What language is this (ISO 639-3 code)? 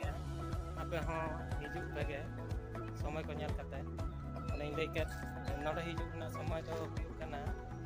sat